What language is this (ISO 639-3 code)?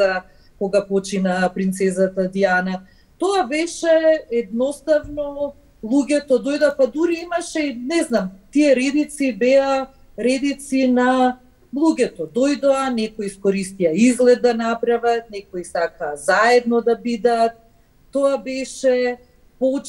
mkd